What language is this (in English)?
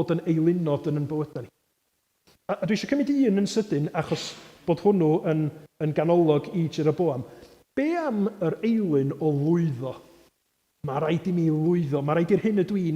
Welsh